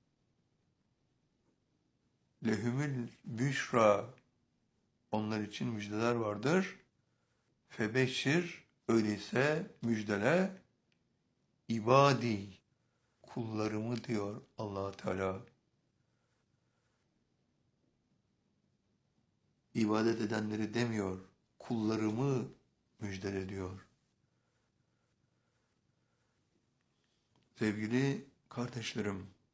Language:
Turkish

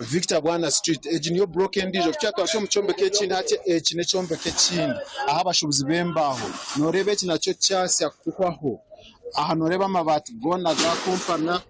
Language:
Nyankole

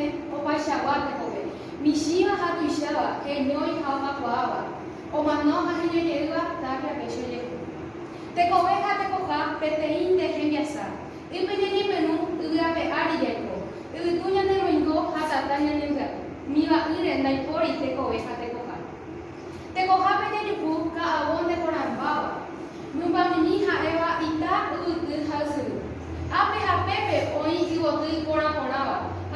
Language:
Guarani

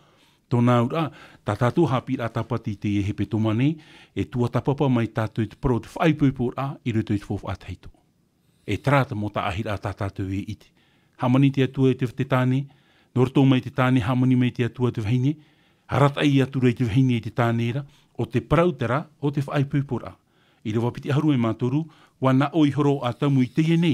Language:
Tahitian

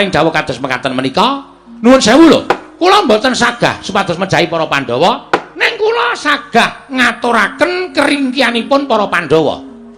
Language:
Javanese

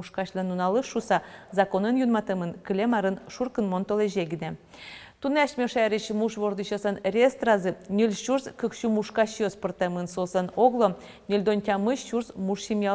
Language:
Udmurt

